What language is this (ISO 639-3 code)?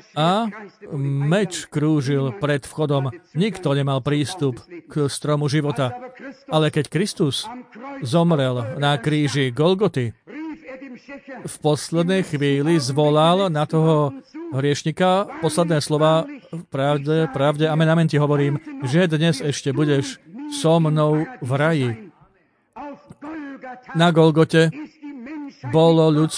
slk